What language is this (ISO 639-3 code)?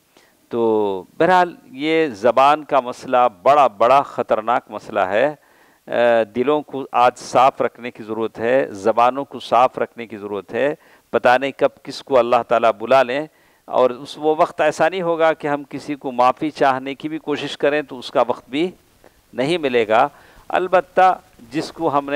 urd